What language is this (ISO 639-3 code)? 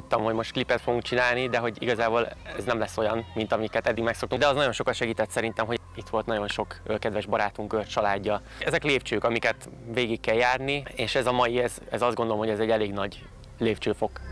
hun